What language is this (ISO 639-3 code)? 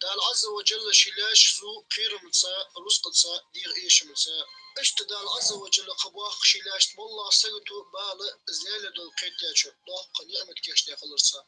inh